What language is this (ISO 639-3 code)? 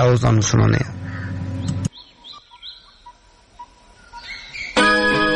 pan